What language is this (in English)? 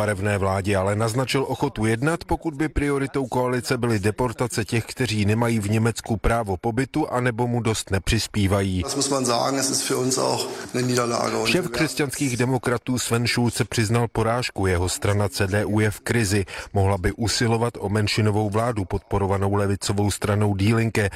Czech